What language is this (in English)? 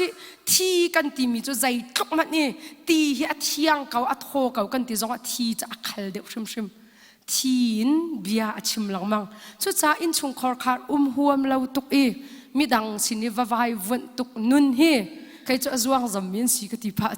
Hakha Chin